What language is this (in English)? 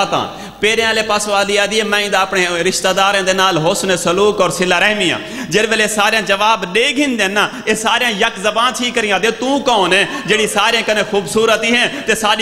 Saraiki